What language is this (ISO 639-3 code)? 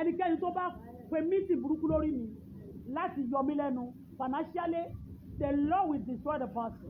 yor